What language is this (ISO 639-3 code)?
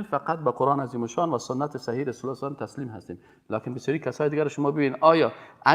fas